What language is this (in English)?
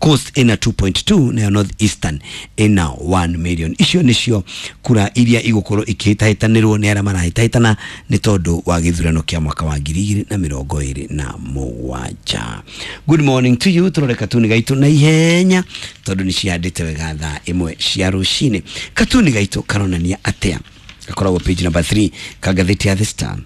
Kikuyu